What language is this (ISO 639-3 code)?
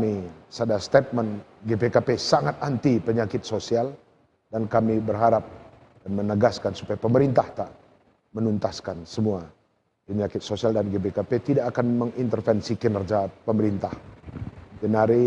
btx